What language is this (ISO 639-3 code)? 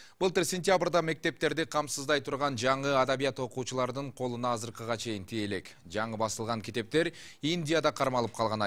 kir